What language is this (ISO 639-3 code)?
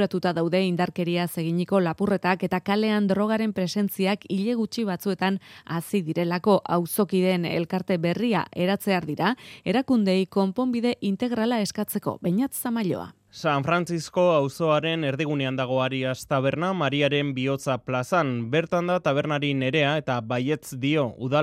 eus